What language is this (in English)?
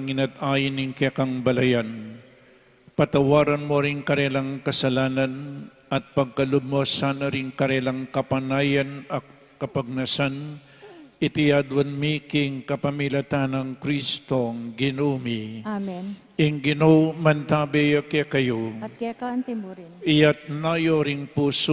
Pampanga